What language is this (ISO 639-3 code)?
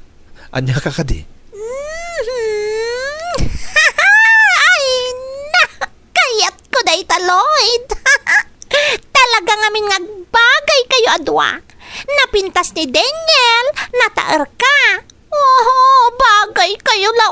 ilo